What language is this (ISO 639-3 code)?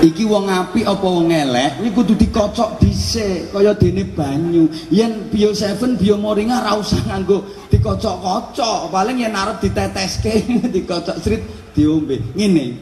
jav